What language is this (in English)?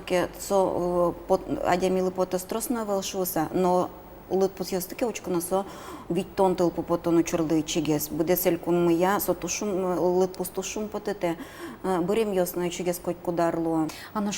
Udmurt